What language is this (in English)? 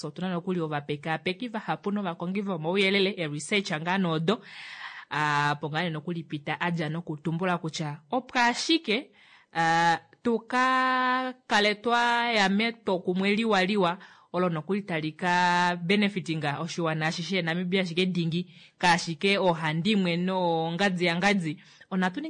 Kuanyama